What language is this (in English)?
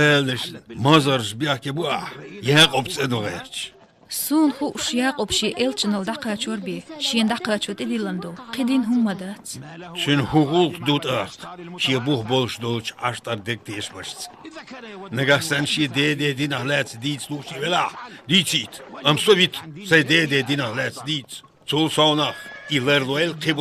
Chechen